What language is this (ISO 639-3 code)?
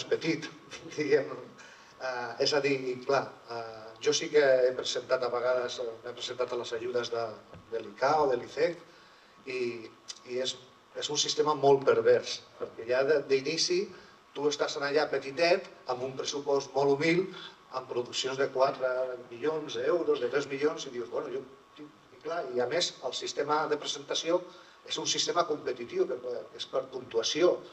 cat